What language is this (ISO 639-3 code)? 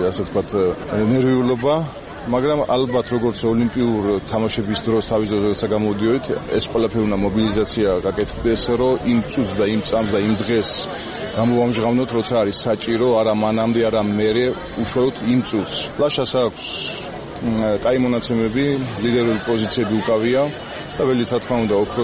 kat